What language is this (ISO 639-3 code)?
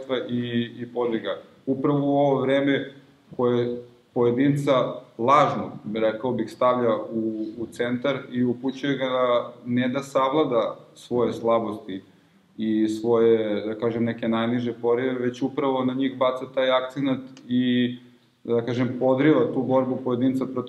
srp